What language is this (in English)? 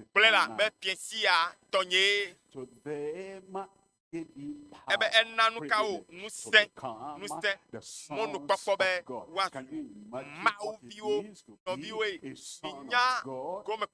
Ewe